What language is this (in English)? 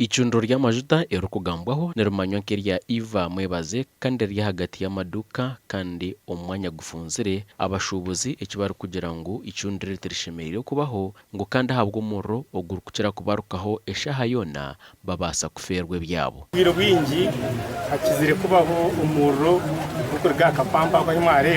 Nyankole